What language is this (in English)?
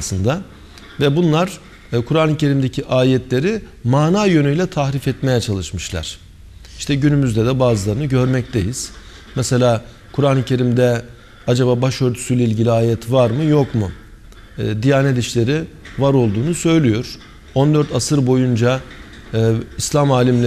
Turkish